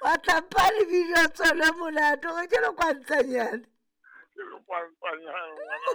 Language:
Southern Sotho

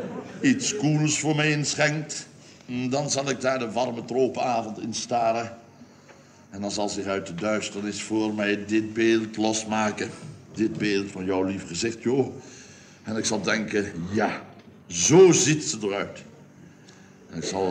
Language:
Dutch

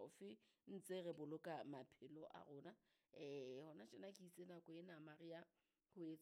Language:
Southern Sotho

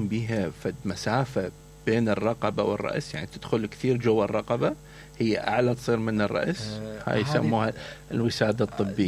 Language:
Mesopotamian Arabic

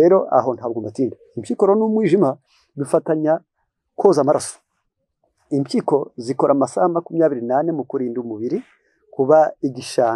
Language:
Kinyarwanda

